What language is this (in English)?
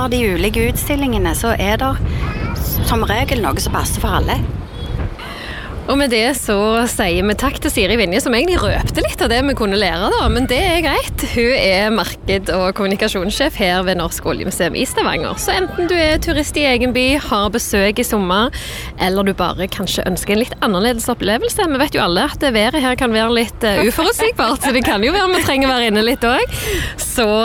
Norwegian